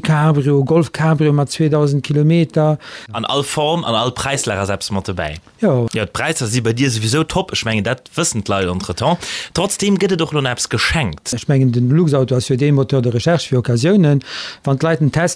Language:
Luxembourgish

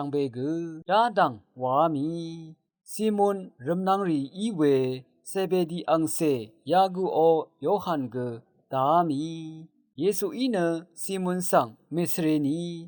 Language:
Rawang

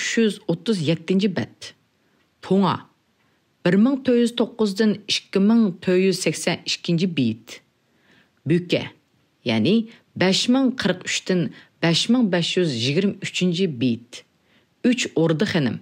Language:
Uyghur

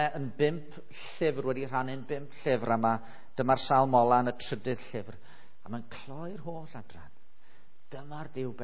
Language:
Welsh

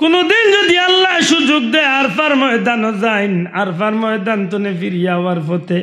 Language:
Sylheti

